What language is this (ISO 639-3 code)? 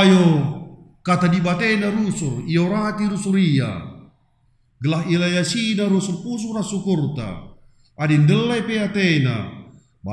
btx